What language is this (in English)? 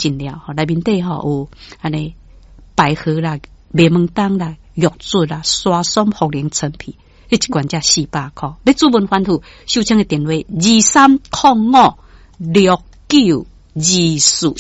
Min Nan Chinese